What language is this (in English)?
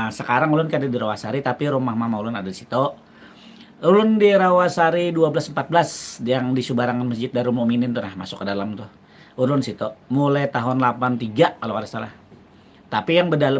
Banjar